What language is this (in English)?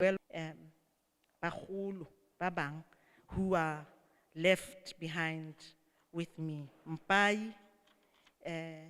Southern Sotho